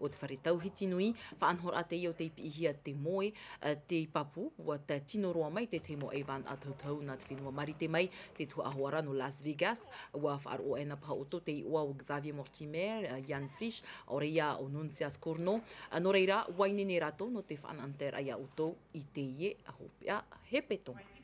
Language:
Tahitian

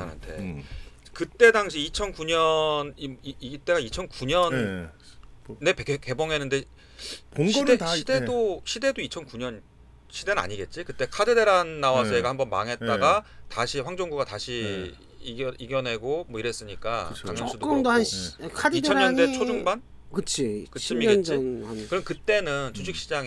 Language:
Korean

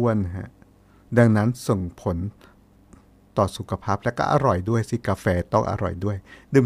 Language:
Thai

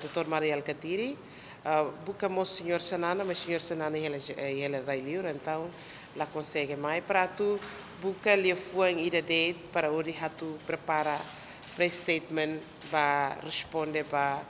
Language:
Tetum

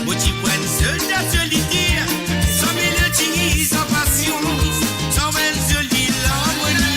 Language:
Morisyen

